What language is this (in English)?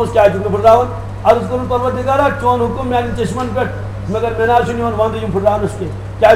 Kashmiri